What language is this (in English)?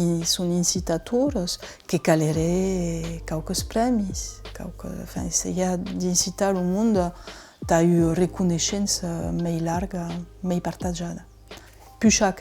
Occitan